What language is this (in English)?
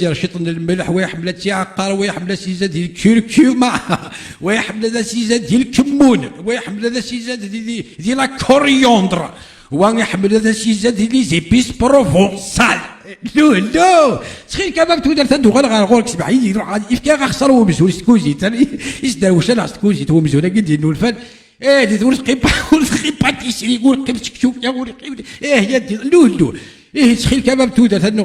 Kabyle